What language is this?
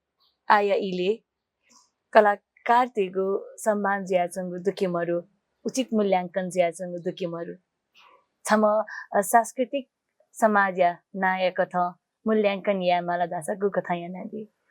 Newari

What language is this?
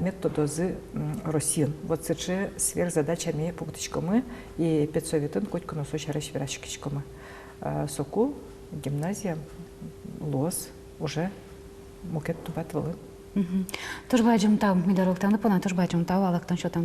Udmurt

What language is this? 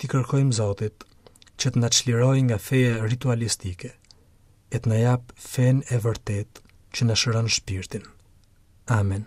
Albanian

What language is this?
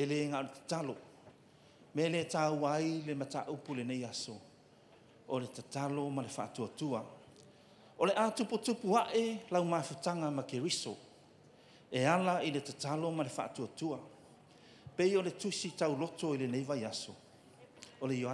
Samoan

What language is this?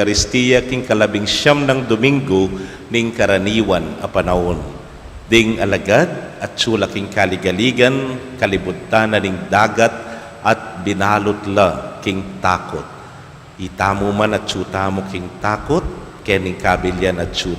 Pampanga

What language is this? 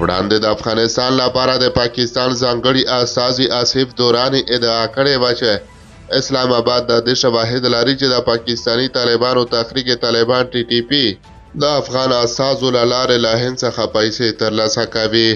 Pashto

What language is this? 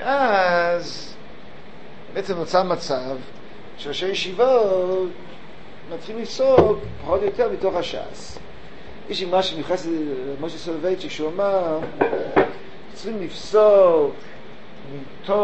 Hebrew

